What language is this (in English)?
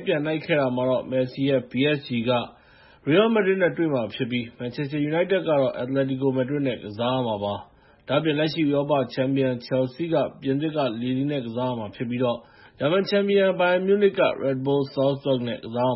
Burmese